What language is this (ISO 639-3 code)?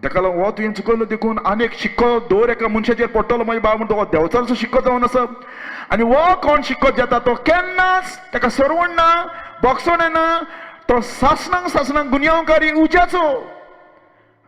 kok